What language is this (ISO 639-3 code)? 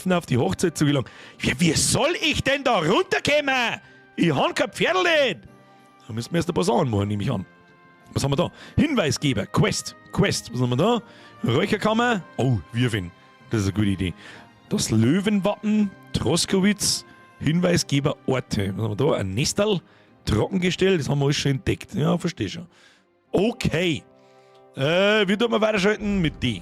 bar